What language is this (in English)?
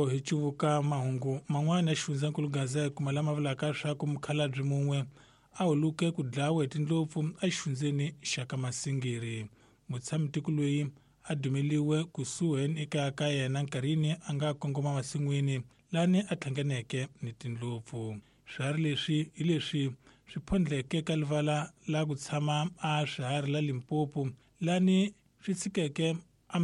Tsonga